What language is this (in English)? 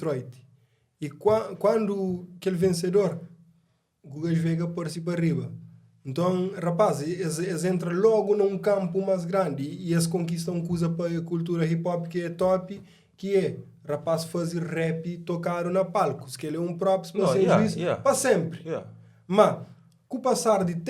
Kabuverdianu